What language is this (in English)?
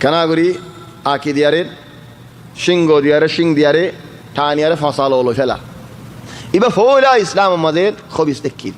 Rohingya